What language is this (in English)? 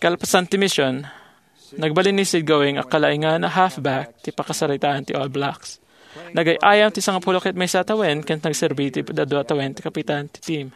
Iloko